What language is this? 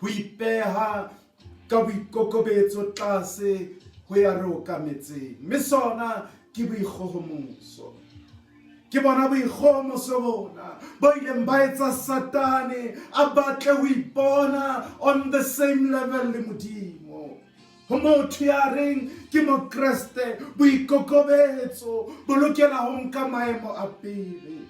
Southern Sotho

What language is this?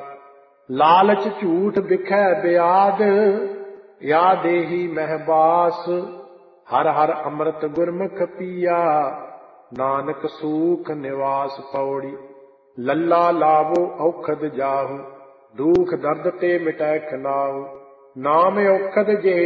Punjabi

